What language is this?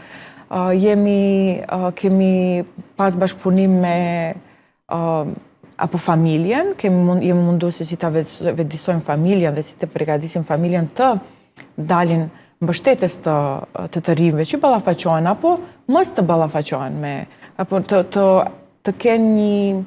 Albanian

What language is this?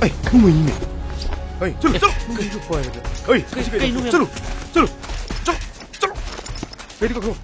Manipuri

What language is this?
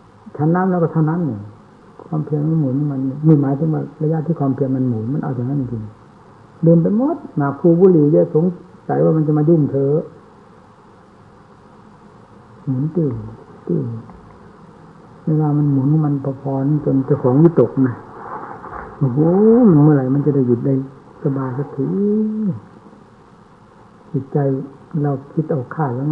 Thai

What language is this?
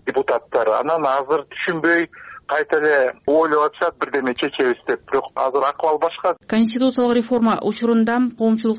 Kyrgyz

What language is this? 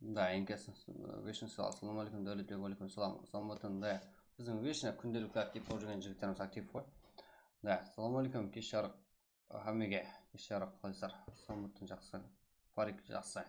Kara-Kalpak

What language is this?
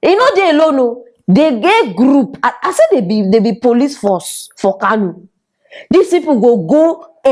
Nigerian Pidgin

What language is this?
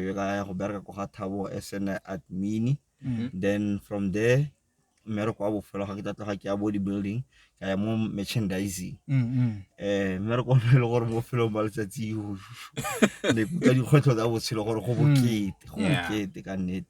Tswana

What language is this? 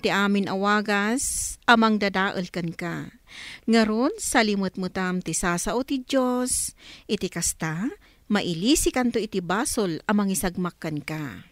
Iloko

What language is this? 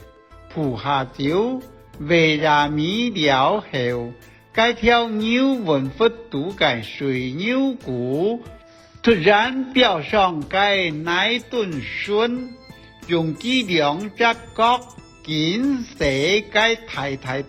Hakka Chinese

